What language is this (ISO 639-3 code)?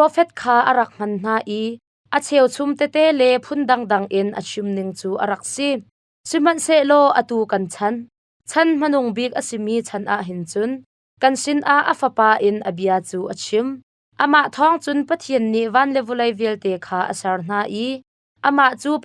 cnh